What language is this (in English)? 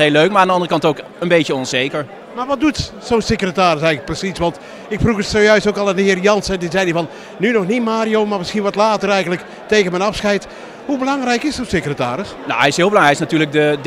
Dutch